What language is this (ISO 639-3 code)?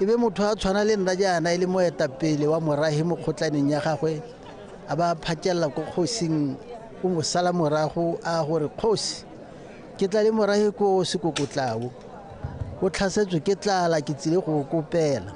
tsn